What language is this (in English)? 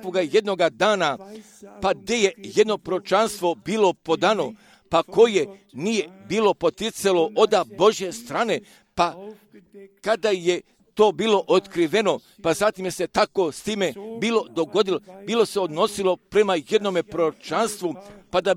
Croatian